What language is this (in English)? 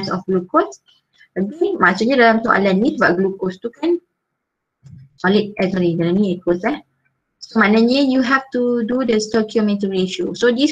Malay